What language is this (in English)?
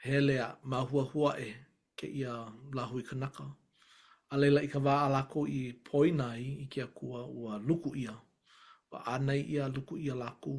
Hawaiian